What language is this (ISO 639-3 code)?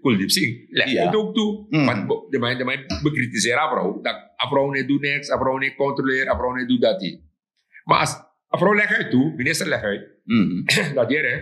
srn